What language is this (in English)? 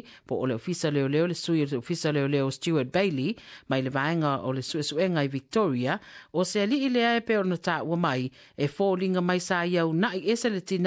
Samoan